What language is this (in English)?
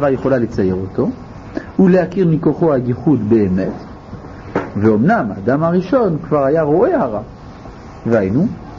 Hebrew